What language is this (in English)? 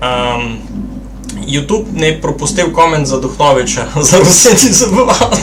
Rusyn